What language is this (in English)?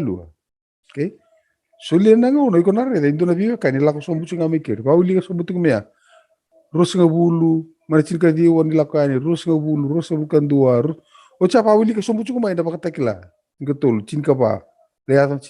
Fijian